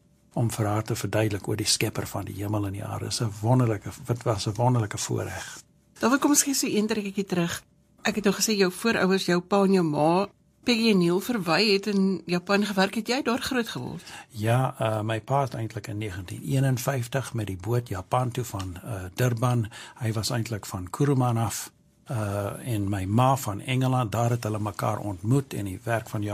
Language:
Afrikaans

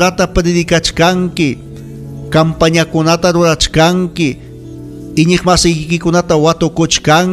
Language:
Ayacucho Quechua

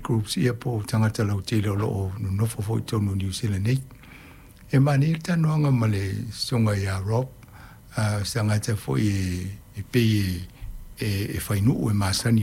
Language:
Samoan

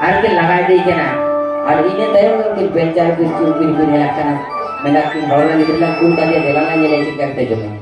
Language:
Santali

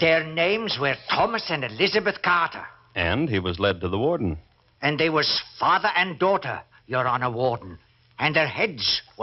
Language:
English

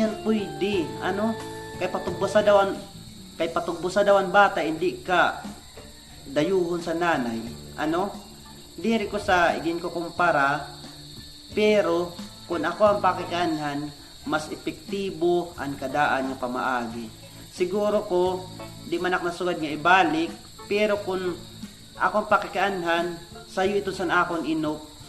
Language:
Waray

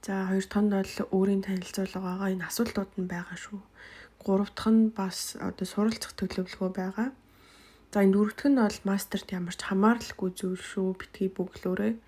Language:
Mongolian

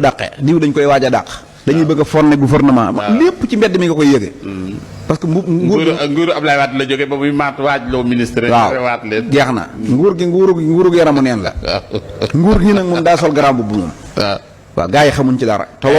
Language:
Wolof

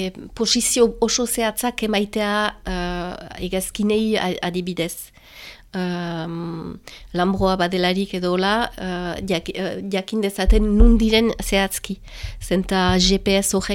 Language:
Basque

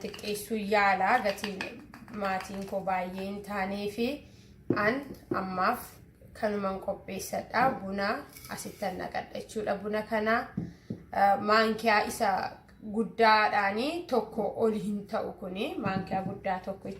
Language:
Oromo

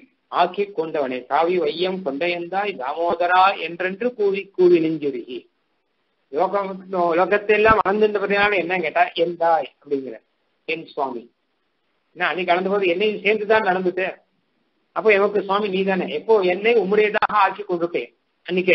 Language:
Tamil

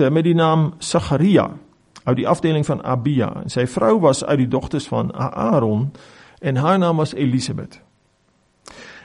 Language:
Afrikaans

